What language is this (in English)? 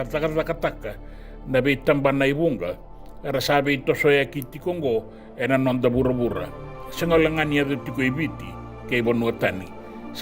Fijian